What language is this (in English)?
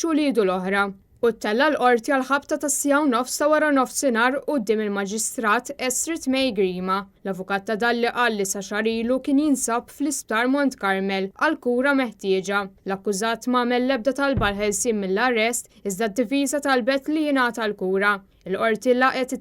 Maltese